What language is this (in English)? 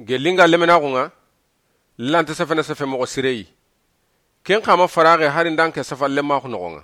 Soninke